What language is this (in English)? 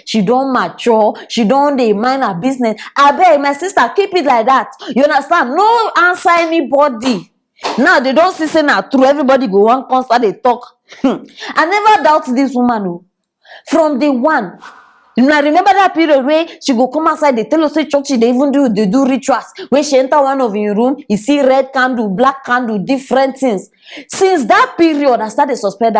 Nigerian Pidgin